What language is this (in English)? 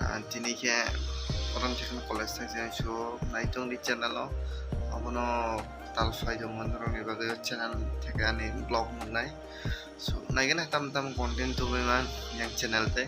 Kok Borok